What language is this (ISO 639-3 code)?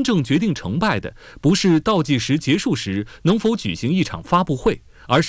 zho